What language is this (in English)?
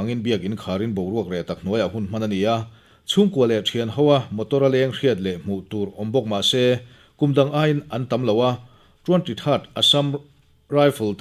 Mizo